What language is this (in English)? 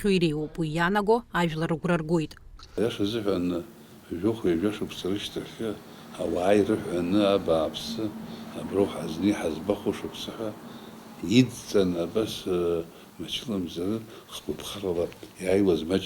Abkhazian